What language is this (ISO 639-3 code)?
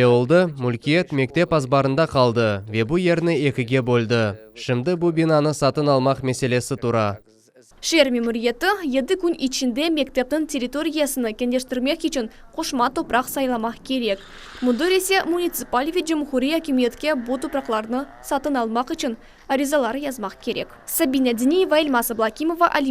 crh